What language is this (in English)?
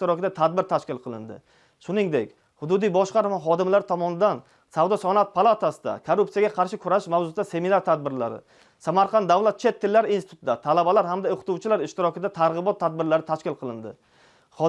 Uzbek